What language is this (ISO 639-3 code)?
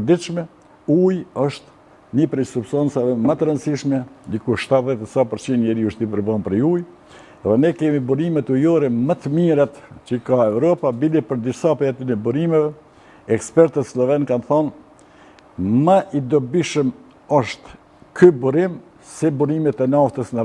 sqi